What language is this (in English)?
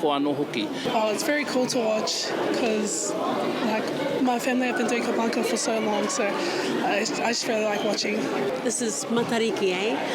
Māori